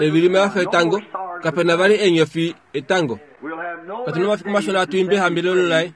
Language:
Kuanyama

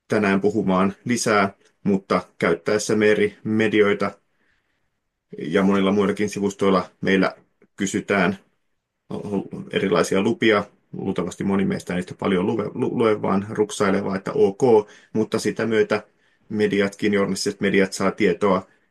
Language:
Finnish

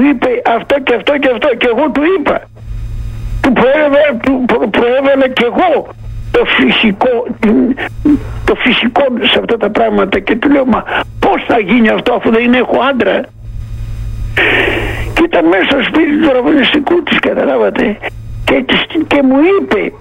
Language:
Greek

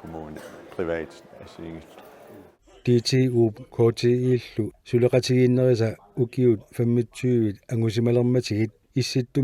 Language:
Kalaallisut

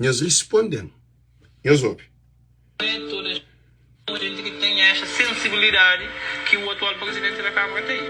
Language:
Kabuverdianu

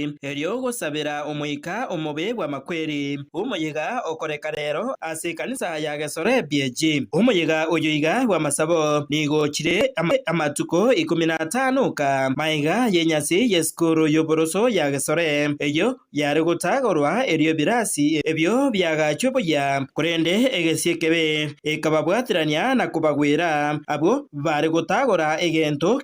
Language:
Gusii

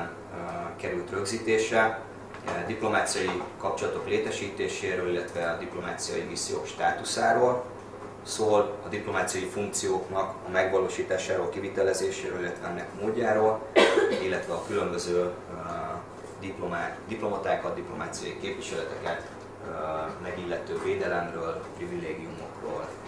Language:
Hungarian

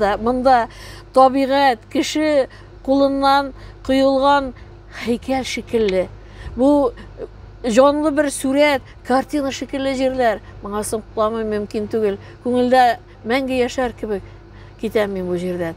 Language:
Tatar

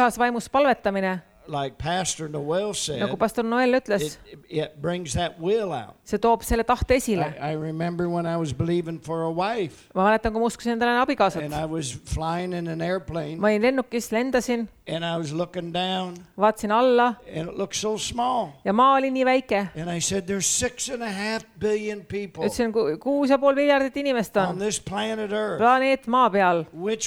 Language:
Estonian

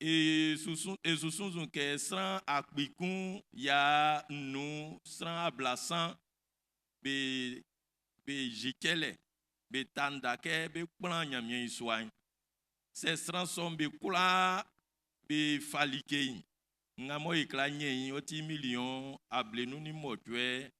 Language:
Baoulé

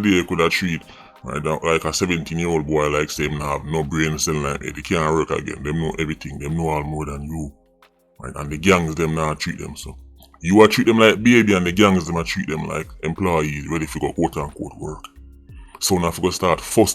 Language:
Jamaican Creole English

